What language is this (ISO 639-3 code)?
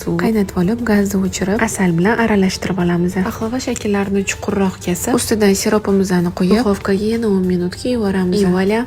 uzb